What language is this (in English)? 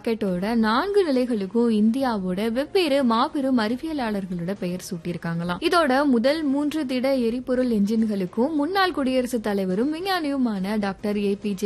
Tamil